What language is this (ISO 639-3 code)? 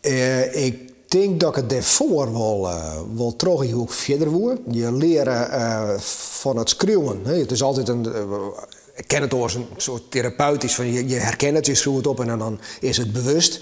fry